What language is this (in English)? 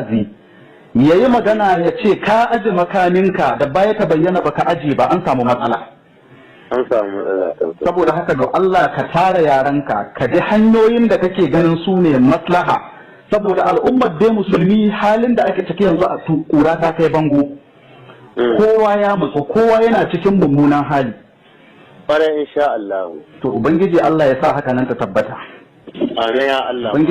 Hausa